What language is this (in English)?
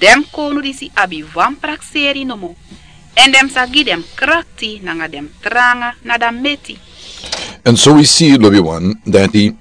Sranan Tongo